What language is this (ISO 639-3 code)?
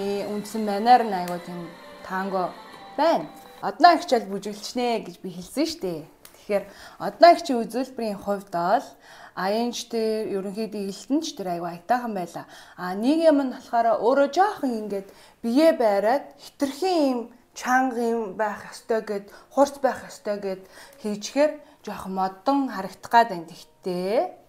mon